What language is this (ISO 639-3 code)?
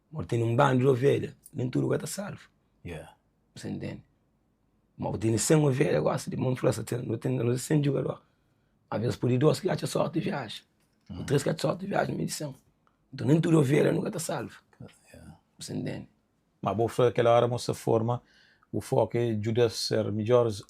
kea